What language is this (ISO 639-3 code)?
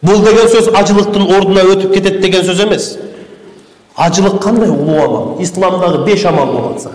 kir